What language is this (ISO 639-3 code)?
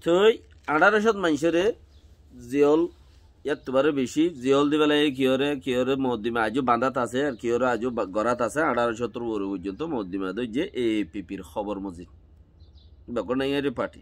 rhg